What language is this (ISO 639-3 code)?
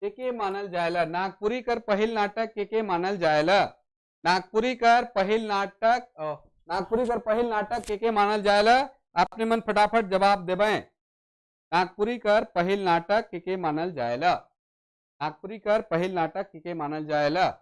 sck